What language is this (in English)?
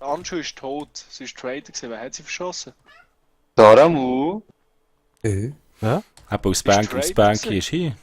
Swiss German